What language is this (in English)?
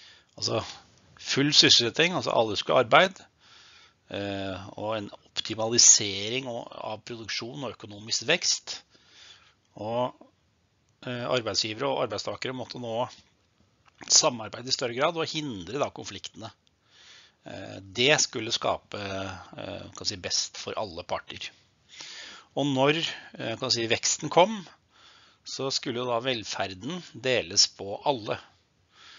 Norwegian